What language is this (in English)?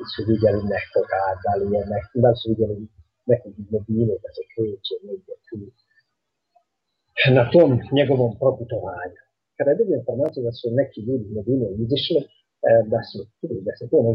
Bosnian